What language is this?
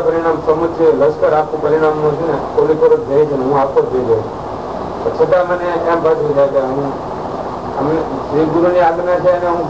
Gujarati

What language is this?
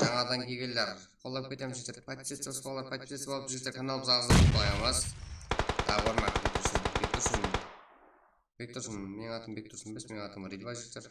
Kara-Kalpak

